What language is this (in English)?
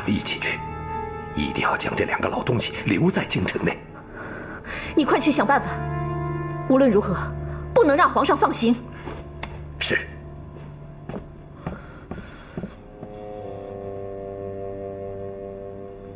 Chinese